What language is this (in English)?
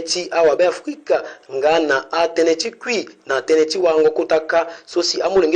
Sango